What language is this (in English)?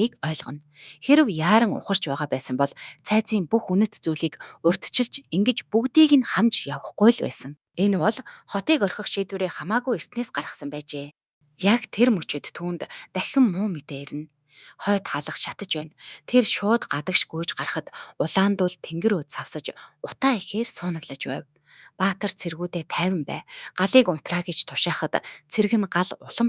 Mongolian